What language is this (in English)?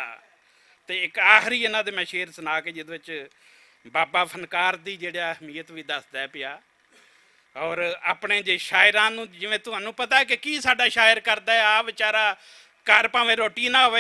Western Panjabi